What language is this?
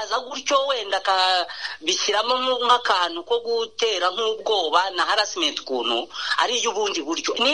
Kinyarwanda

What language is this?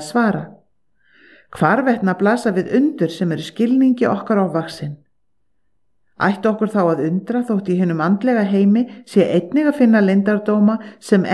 Icelandic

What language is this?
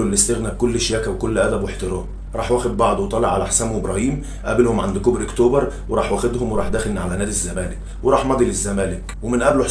Egyptian Arabic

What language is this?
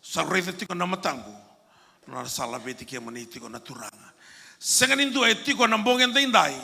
Fijian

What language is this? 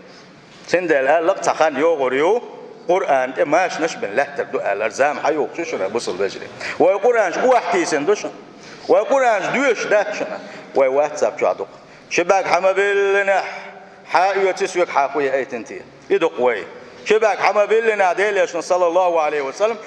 Chechen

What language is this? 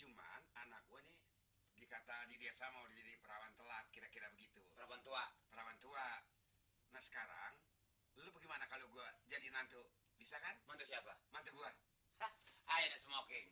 Betawi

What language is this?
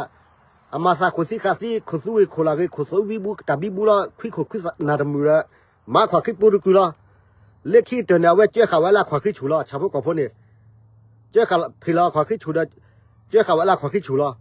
S'gaw Karen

